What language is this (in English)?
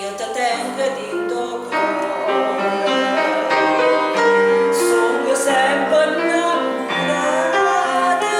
Neapolitan